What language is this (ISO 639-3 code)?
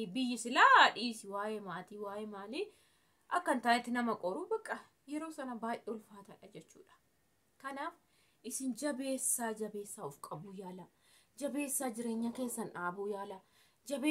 orm